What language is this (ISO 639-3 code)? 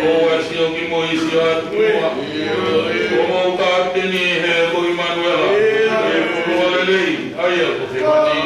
ton